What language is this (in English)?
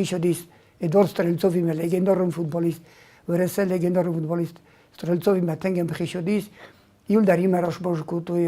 Ossetic